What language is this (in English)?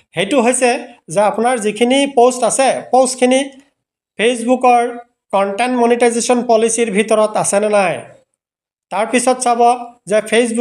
Assamese